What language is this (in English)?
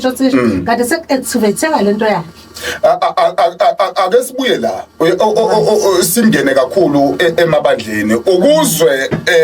Zulu